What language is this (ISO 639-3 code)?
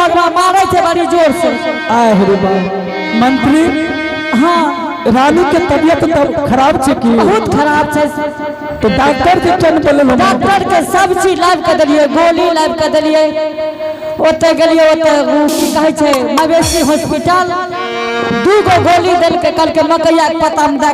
anp